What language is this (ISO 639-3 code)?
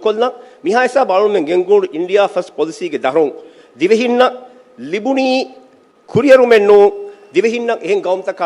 div